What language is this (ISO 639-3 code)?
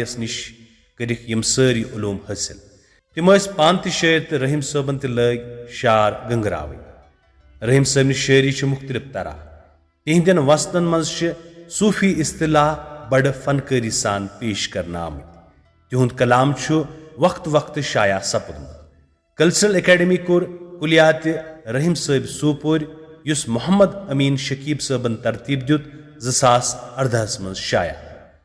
kas